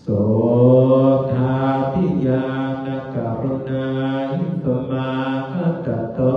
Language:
Pali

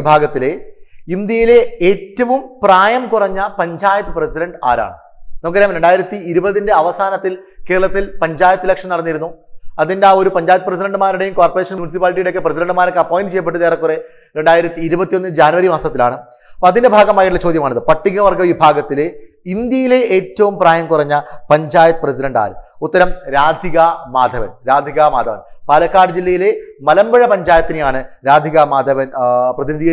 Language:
Malayalam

